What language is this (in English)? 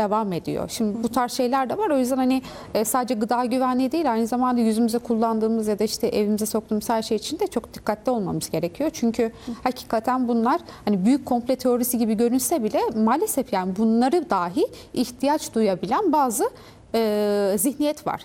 Turkish